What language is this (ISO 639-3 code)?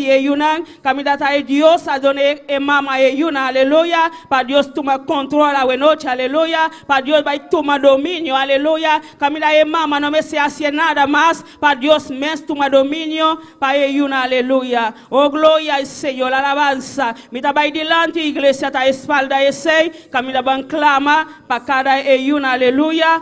pap